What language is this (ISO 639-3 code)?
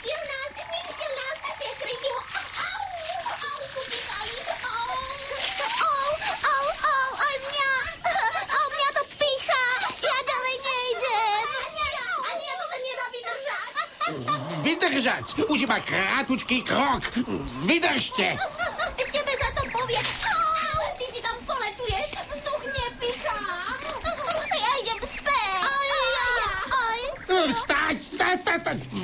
slk